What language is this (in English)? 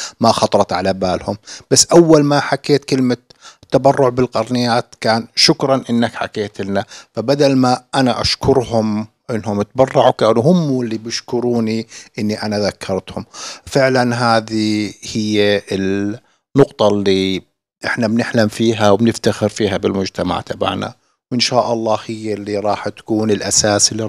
North Levantine Arabic